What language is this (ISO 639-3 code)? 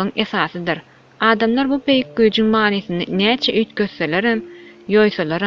tuk